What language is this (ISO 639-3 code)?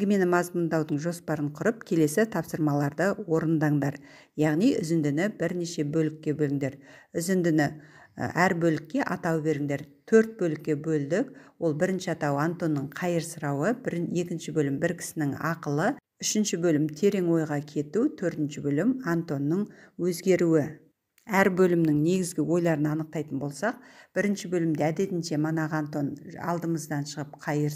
kaz